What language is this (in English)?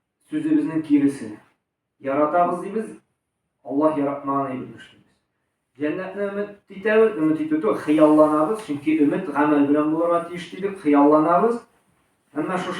Tatar